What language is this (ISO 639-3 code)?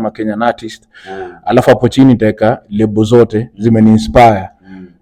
swa